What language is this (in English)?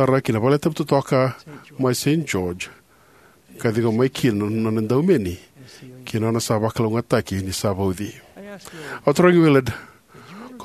Fijian